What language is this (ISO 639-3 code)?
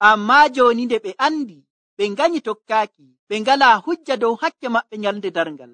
fuv